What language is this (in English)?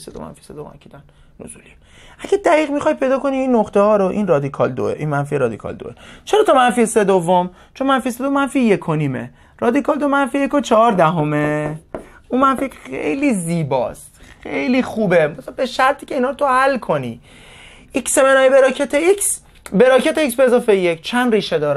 Persian